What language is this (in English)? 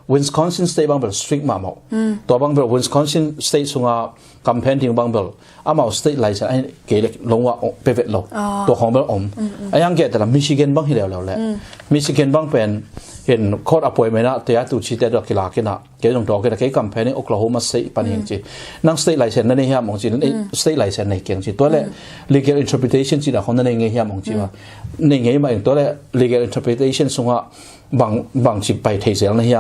Tedim Chin